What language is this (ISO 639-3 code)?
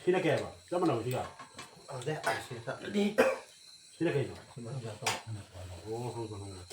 mni